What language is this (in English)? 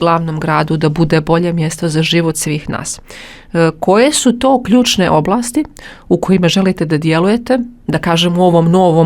Bosnian